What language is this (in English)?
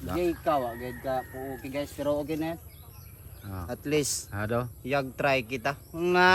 Cebuano